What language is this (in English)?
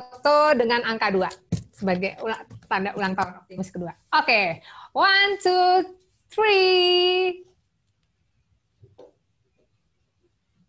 Indonesian